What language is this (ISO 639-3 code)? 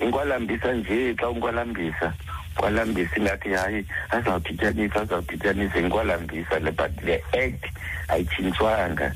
xho